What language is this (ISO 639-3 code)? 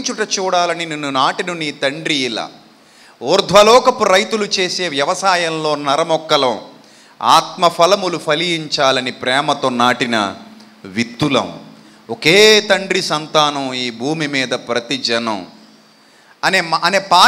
tel